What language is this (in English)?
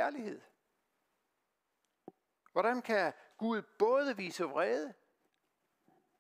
Danish